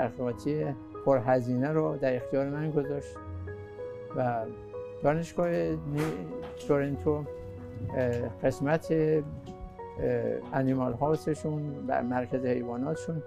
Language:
Persian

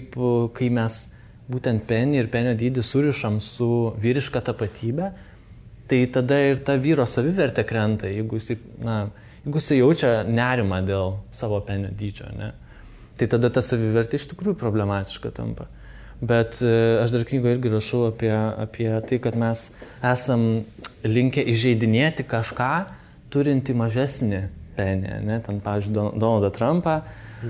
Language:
Lithuanian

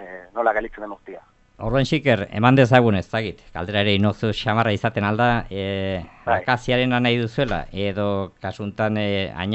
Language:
Basque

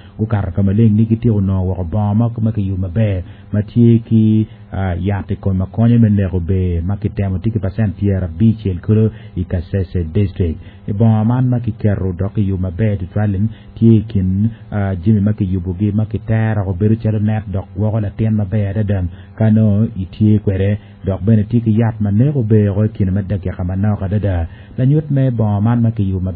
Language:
Acoli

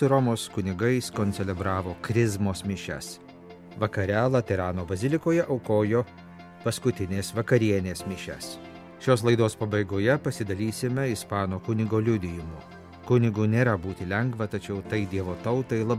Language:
Lithuanian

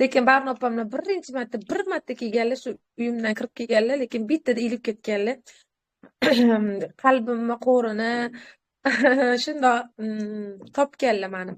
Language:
Uzbek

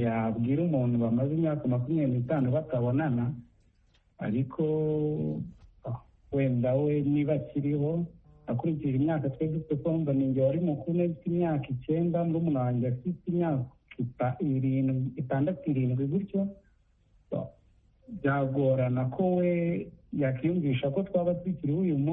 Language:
Kinyarwanda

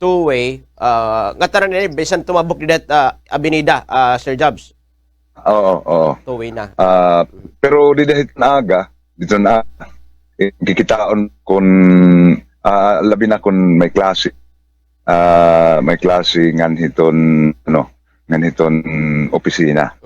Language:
Waray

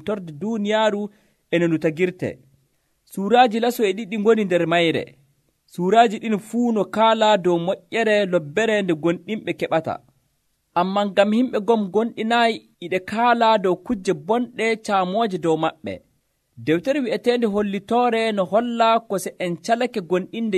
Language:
Nigerian Fulfulde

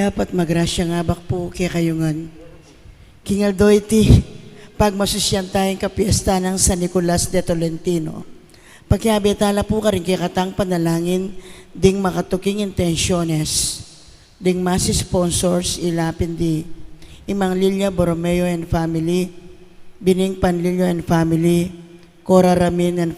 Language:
Pampanga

